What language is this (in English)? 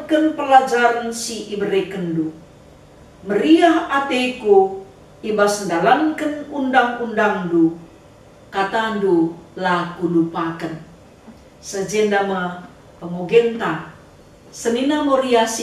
Batak Karo